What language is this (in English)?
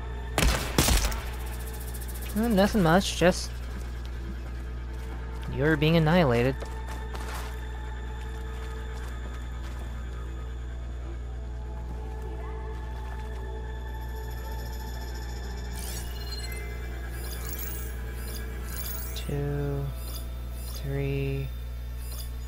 English